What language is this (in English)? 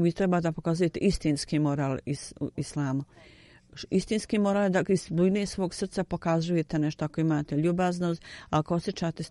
Bosnian